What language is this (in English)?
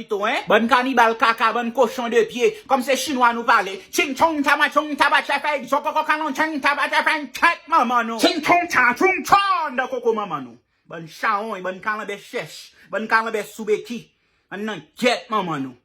Haitian Creole